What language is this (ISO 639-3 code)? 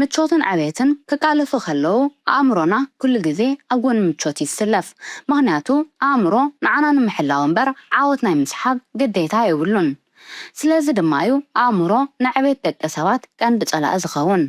tir